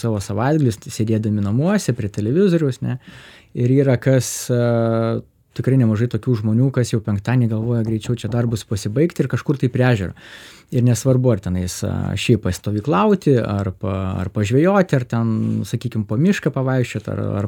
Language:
Lithuanian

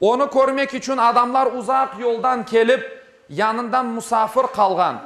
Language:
Crimean Tatar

